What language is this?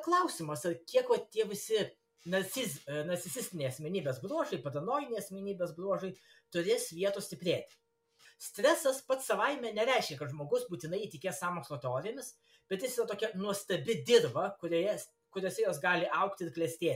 Lithuanian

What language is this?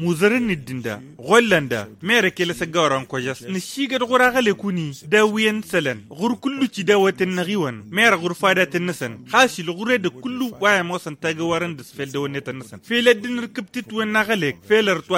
Tamasheq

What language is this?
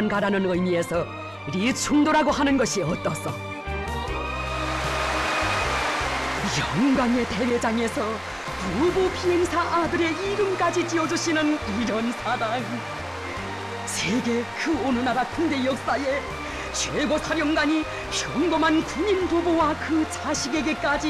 Korean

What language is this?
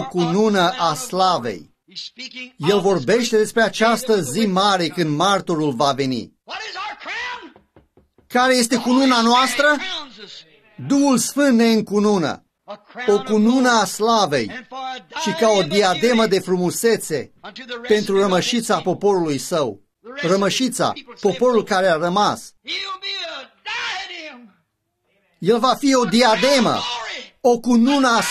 Romanian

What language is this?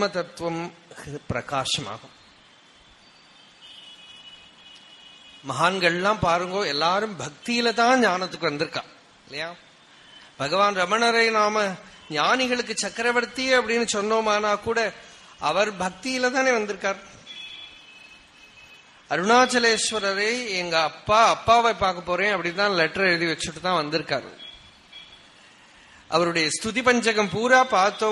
Tamil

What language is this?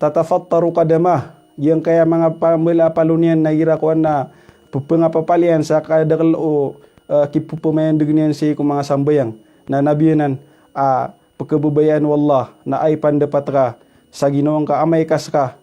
Maranao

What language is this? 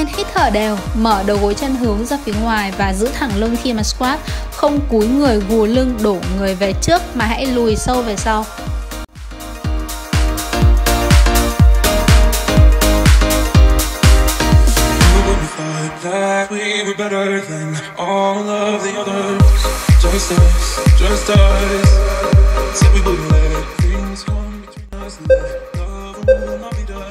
Vietnamese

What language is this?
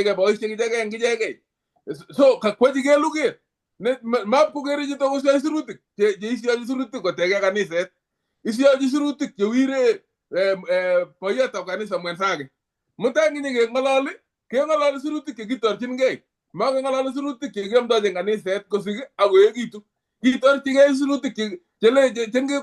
Kalenjin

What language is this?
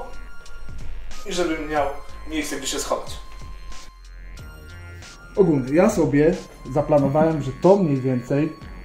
Polish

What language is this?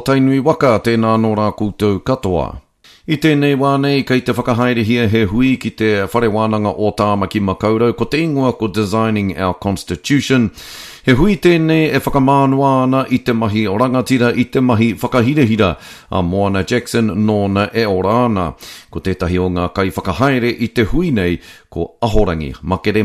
Māori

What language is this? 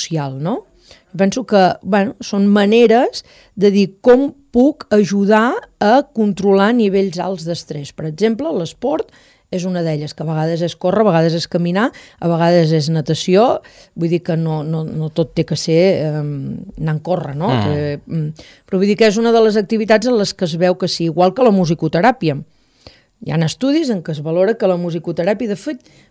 Catalan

